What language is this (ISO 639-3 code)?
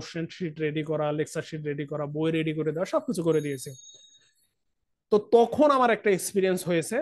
ben